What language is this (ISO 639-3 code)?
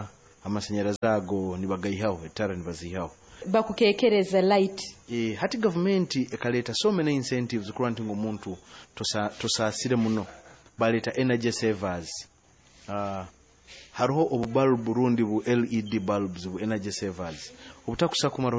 nyo